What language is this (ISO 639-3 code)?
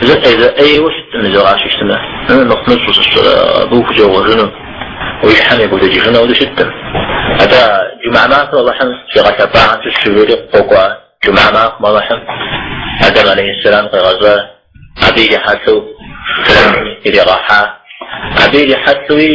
kbd